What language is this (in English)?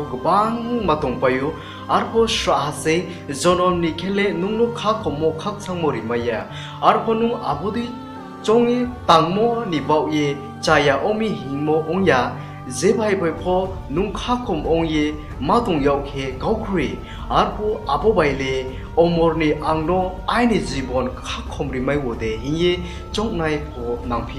Riang (India)